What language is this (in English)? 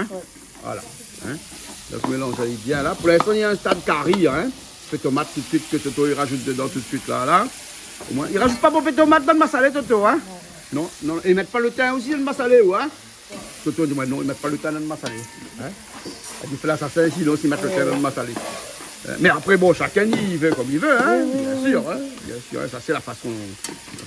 Réunion Creole French